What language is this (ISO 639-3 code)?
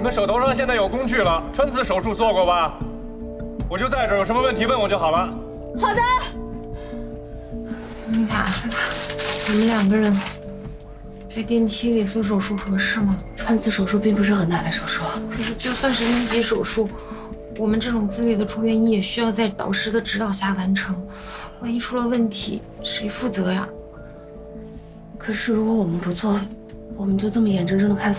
zho